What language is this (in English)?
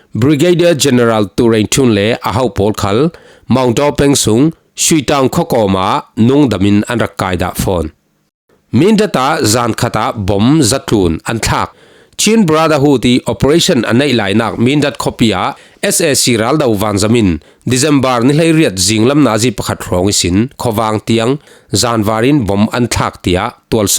Falam Chin